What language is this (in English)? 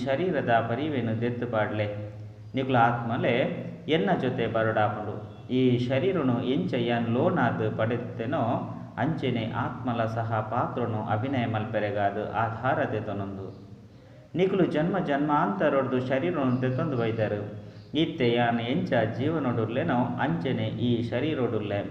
Tulu